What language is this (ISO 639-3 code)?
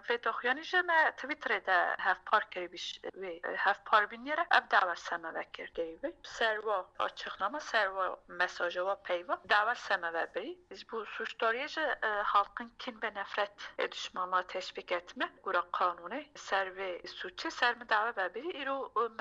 kur